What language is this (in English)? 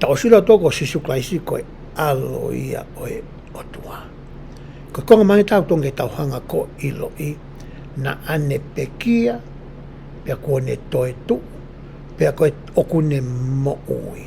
Tongan